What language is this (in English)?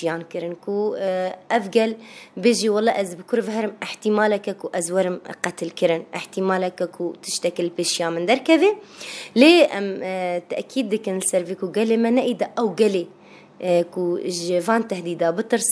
Kurdish